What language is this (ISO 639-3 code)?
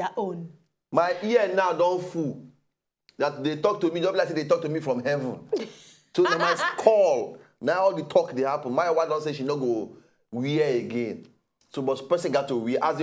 pcm